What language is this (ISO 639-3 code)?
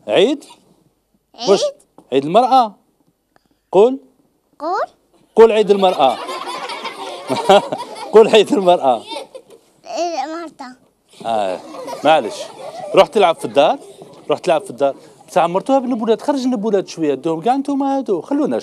arq